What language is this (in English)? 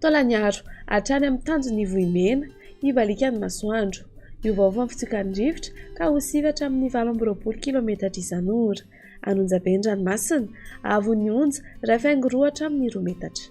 Malagasy